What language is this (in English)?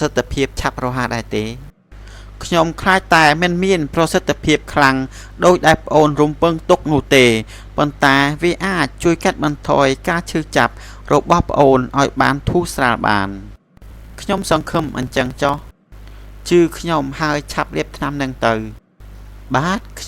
Khmer